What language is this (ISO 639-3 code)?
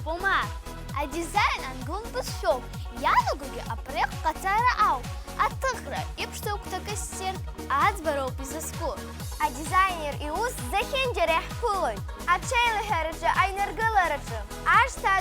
abk